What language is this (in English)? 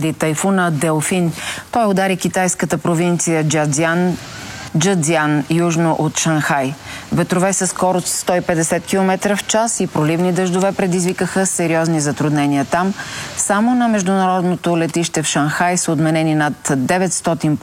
Bulgarian